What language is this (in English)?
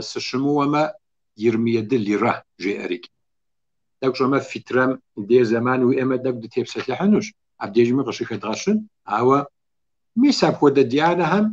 Kabardian